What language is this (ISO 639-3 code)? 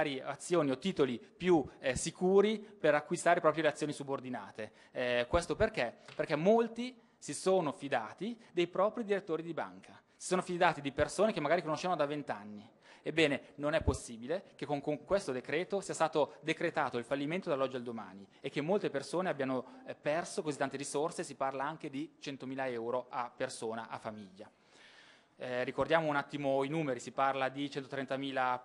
ita